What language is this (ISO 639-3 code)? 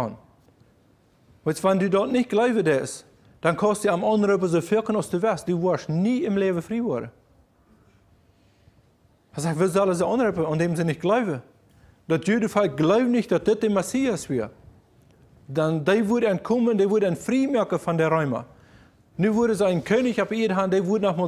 deu